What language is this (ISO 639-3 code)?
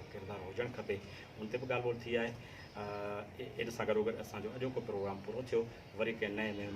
snd